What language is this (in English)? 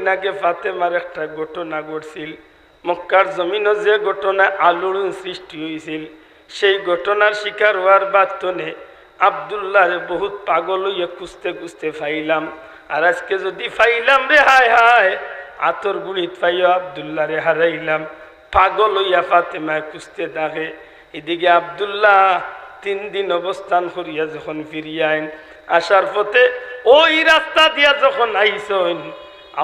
Sylheti